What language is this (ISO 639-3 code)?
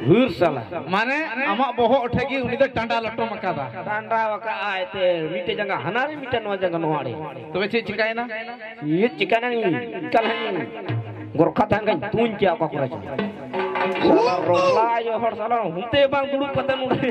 sat